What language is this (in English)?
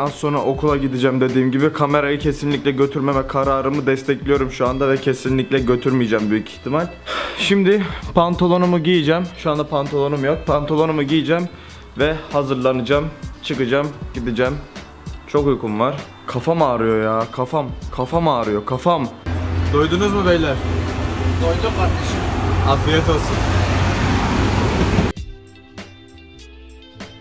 Turkish